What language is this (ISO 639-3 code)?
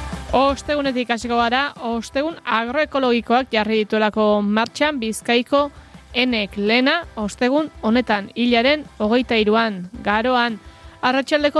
eus